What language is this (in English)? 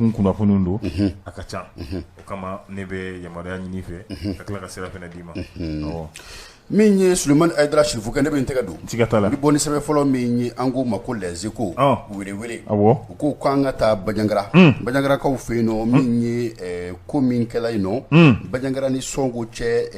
Bambara